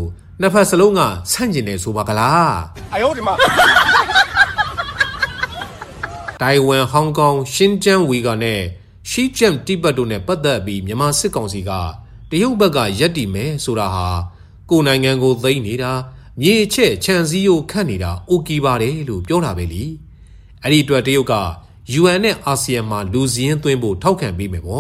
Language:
Burmese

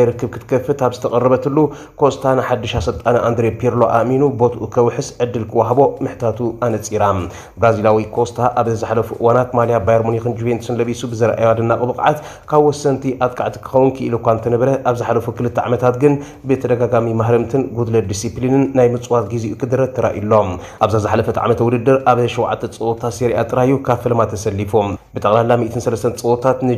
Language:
Tigrinya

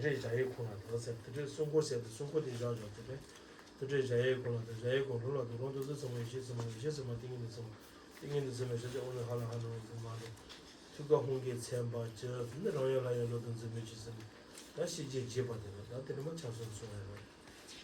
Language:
Tibetan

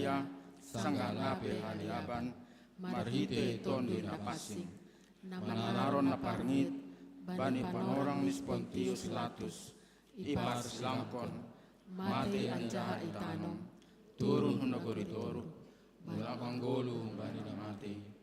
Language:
Batak Simalungun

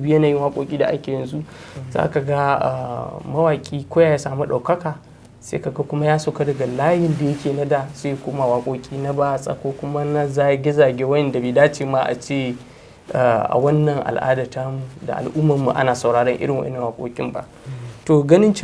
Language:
Hausa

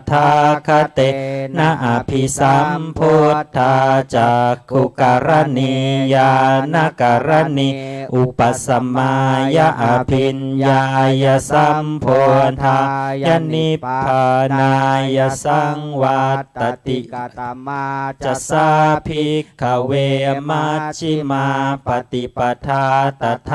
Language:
Pali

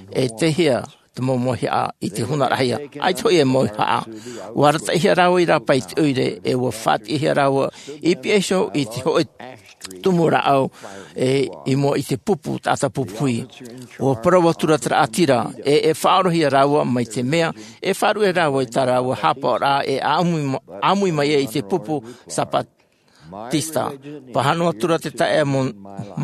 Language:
Tahitian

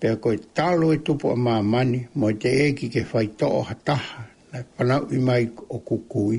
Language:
Tongan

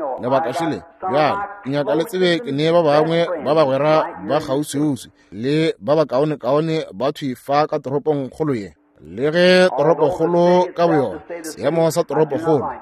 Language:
Northern Sotho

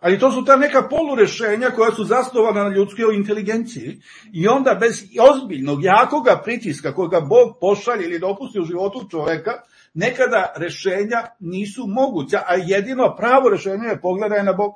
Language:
Serbian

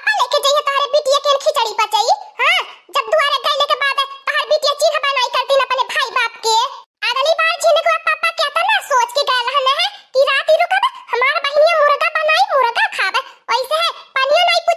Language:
Awadhi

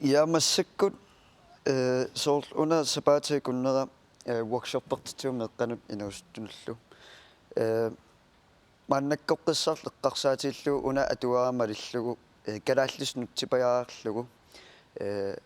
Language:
Kalaallisut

